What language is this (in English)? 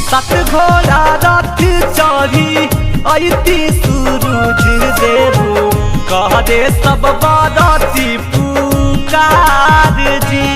Magahi